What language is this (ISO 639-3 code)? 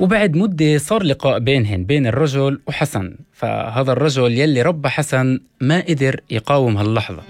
apc